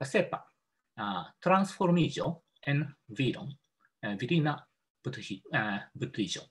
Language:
Esperanto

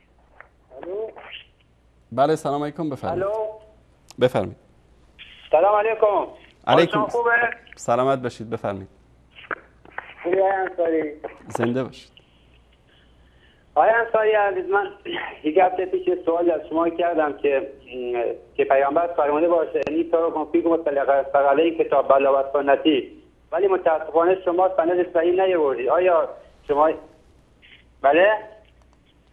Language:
Persian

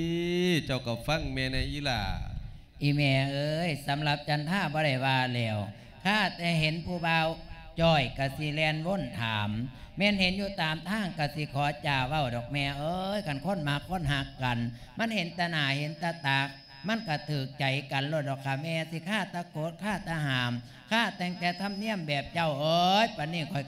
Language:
Lao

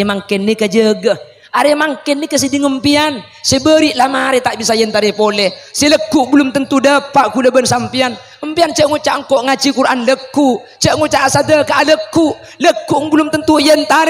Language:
Madurese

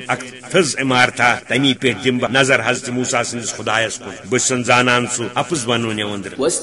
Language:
Kashmiri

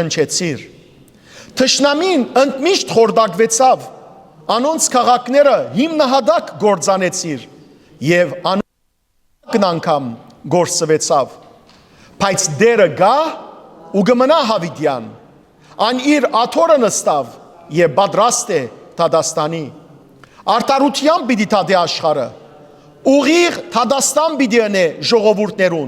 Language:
Western Armenian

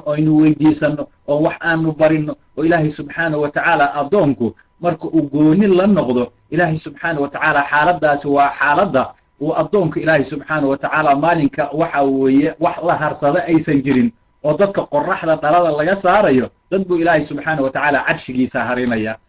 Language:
Somali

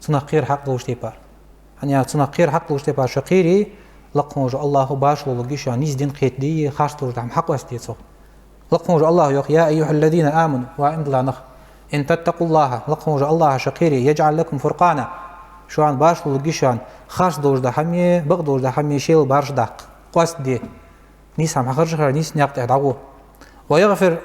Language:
Ingush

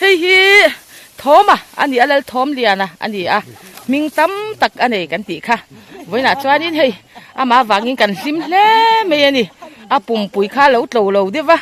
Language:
Mizo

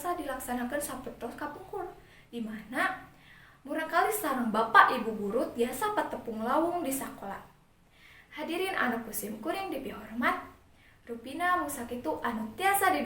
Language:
Sundanese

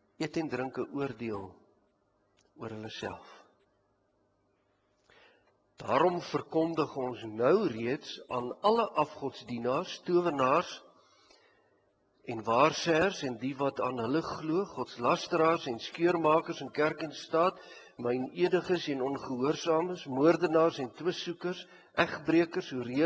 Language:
Afrikaans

